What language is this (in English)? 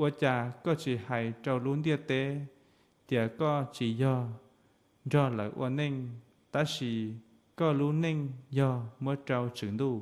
Hmong